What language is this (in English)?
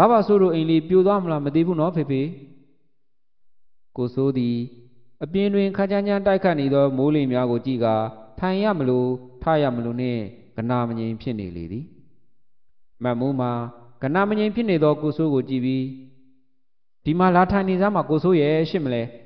Burmese